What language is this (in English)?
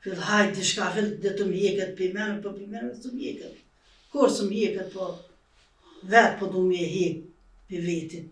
Albanian